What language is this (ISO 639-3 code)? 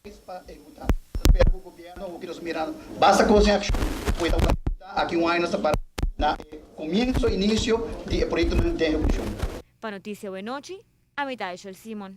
pap